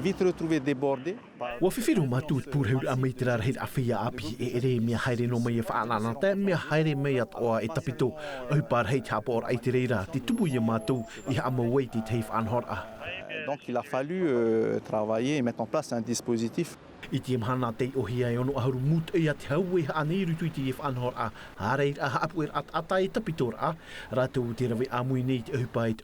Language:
Tahitian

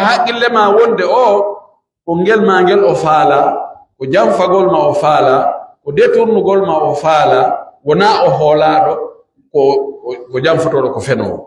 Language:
Pular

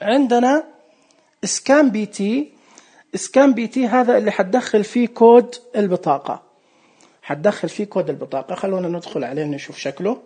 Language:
Najdi Arabic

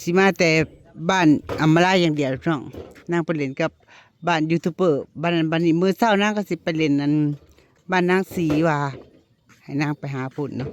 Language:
Northeastern Thai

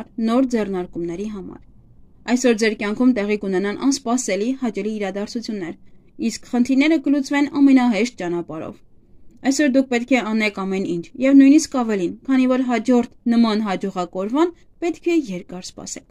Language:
Armenian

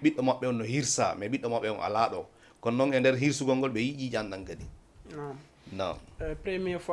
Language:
Fula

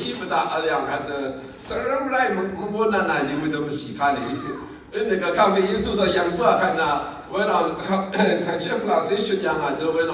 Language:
Rawang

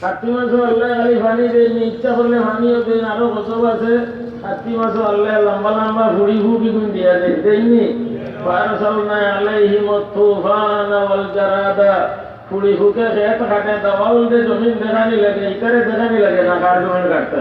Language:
Sylheti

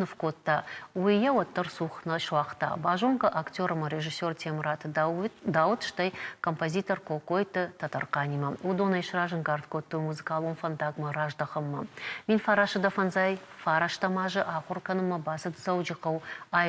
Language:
Ossetic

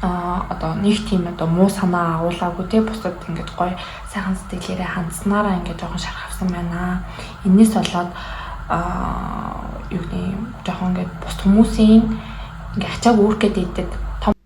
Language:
Mongolian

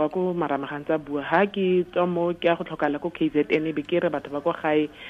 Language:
Tswana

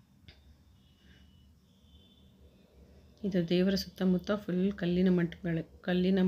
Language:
Kannada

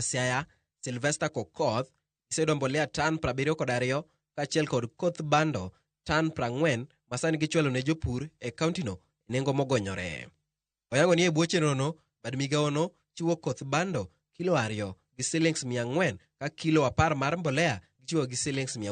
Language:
Luo (Kenya and Tanzania)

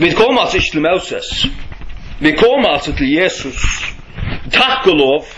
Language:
Faroese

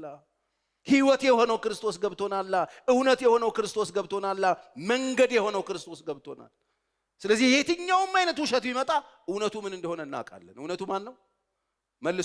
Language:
Amharic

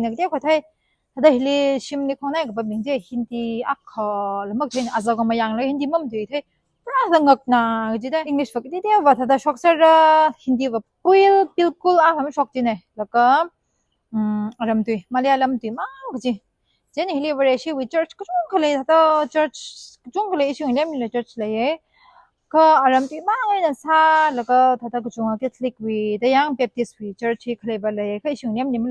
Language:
Tangkhul Naga (India)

